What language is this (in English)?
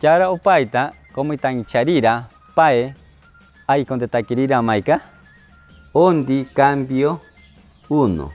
Machiguenga